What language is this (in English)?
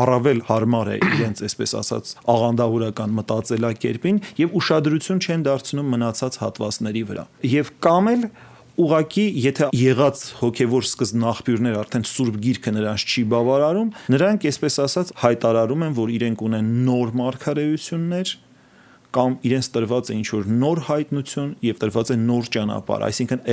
Armenian